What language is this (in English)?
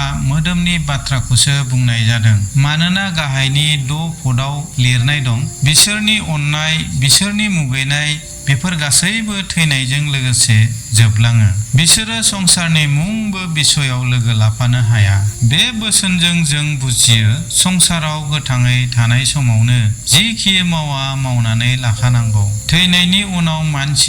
Bodo